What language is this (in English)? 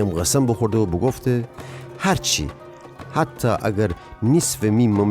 Gilaki